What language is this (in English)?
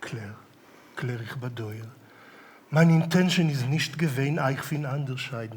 Yiddish